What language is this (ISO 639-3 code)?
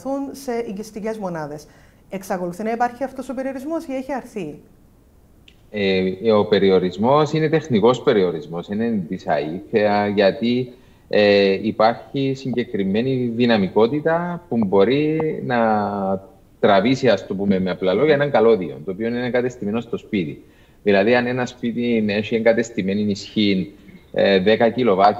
ell